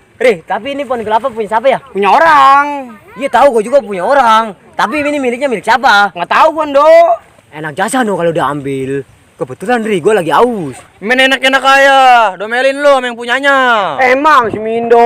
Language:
Betawi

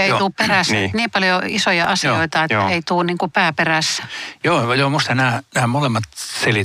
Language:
Finnish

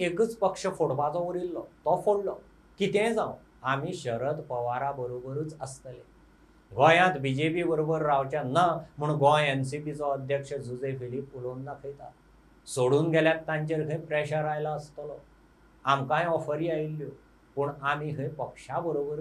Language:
Konkani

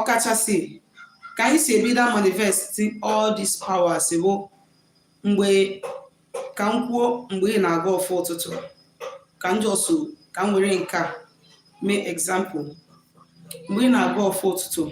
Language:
Igbo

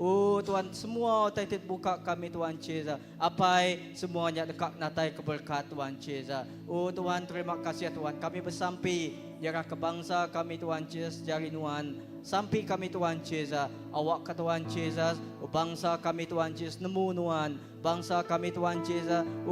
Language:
Iban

